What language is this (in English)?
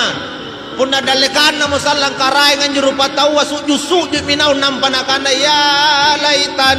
Makasar